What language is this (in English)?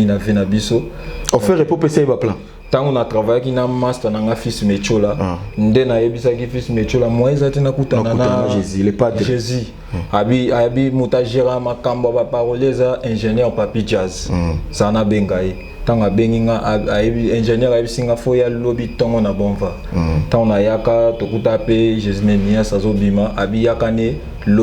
Lingala